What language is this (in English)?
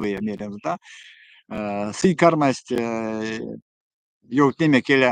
Erzya